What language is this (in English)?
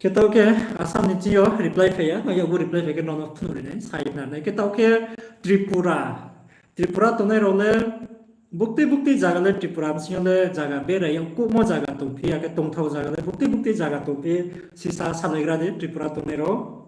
Riang (India)